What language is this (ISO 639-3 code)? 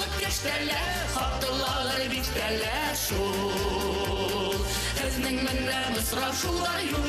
bak